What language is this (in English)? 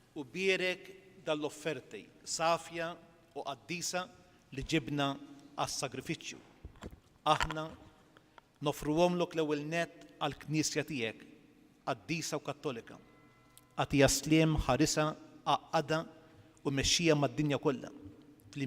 Maltese